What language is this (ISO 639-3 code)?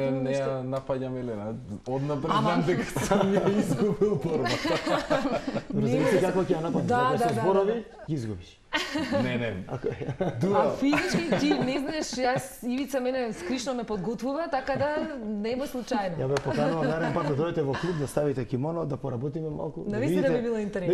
mkd